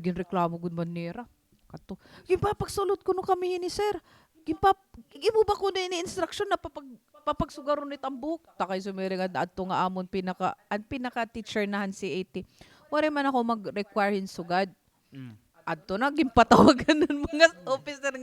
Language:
Waray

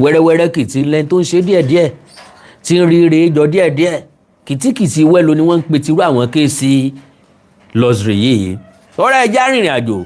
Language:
Yoruba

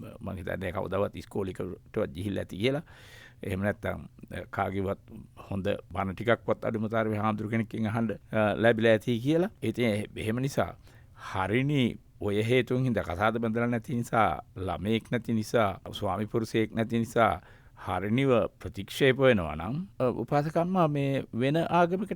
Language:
Sinhala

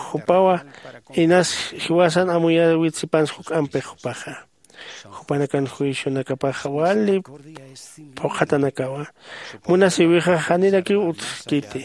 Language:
Aymara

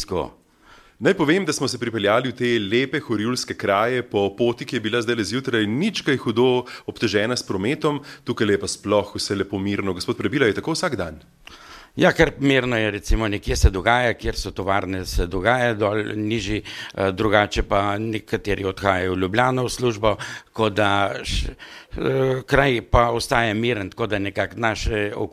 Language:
Slovenian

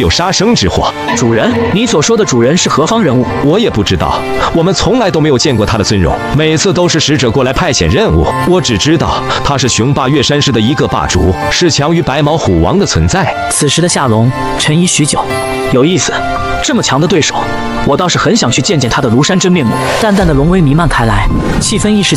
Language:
Chinese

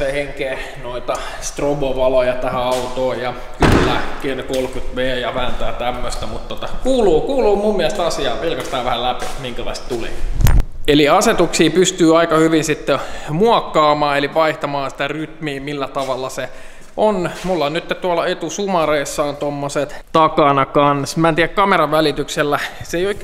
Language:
Finnish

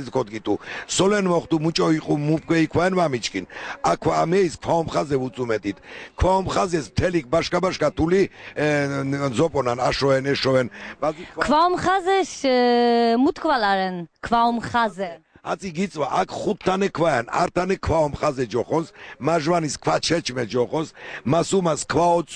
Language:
Laz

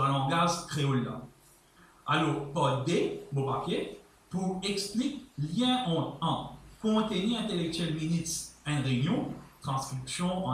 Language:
Morisyen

